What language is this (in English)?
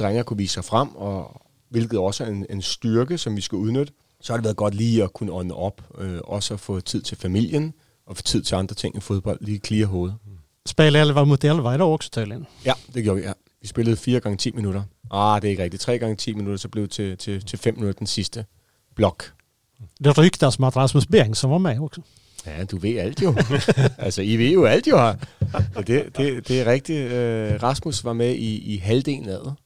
Danish